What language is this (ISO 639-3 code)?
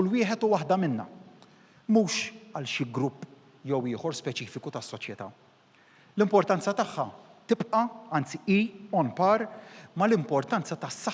mlt